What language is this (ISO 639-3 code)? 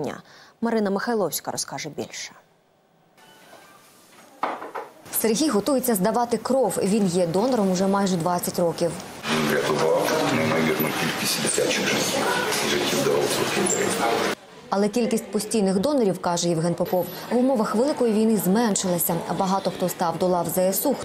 ukr